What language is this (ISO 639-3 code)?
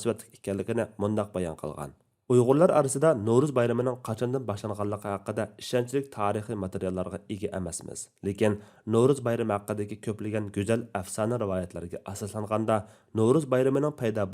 uig